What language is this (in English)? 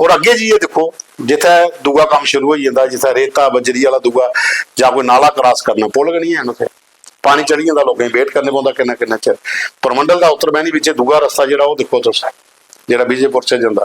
Dogri